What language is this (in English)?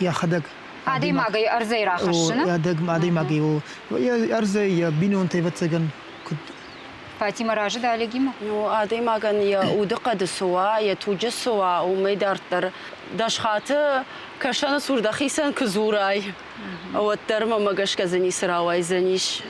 Ossetic